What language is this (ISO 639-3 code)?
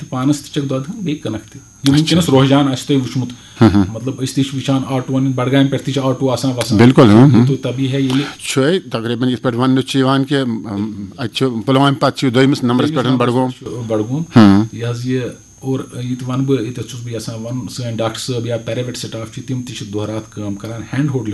kas